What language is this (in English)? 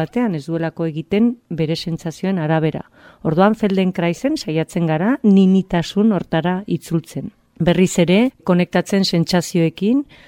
Basque